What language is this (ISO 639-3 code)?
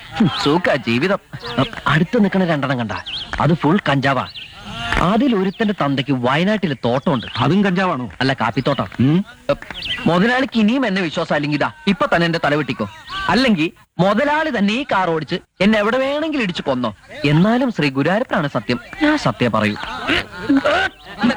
mal